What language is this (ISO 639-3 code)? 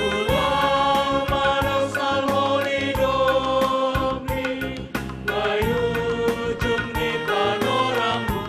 bts